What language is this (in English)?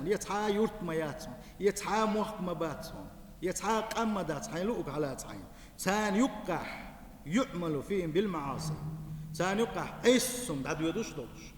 Chechen